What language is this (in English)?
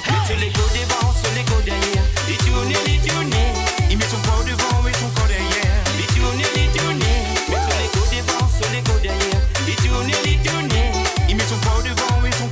Morisyen